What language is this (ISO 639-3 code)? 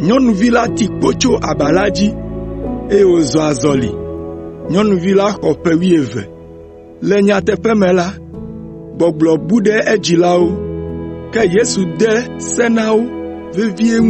ewe